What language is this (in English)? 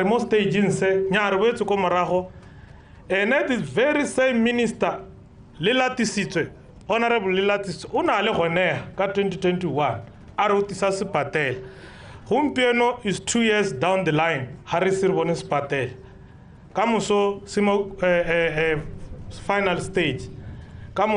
Tswana